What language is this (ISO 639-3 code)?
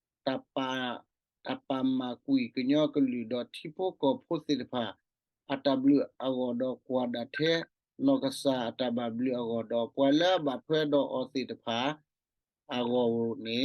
ksw